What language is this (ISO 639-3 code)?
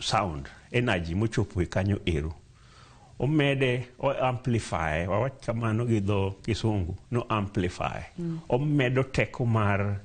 luo